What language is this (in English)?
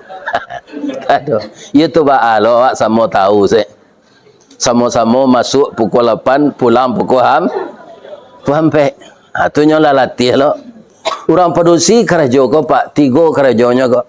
Minangkabau